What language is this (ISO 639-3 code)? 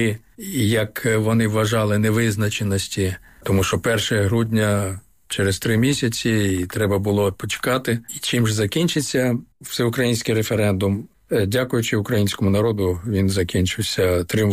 ukr